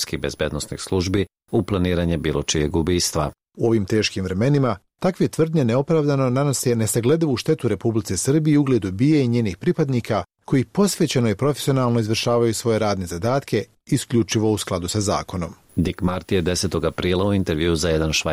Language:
Serbian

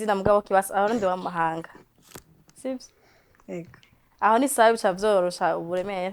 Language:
Rundi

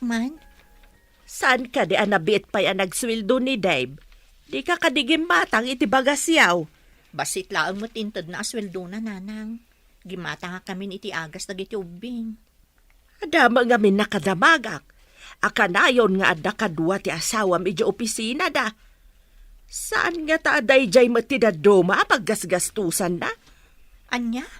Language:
Iloko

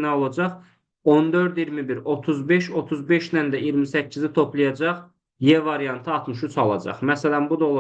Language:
Azerbaijani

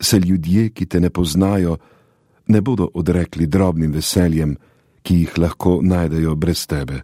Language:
Slovenian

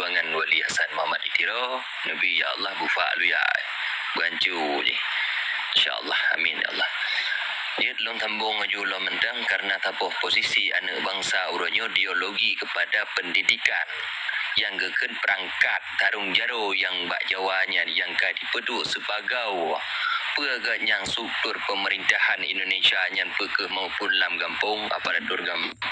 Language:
Achinese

